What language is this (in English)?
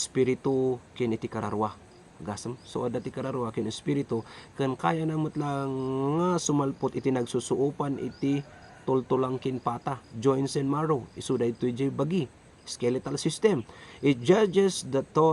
Iloko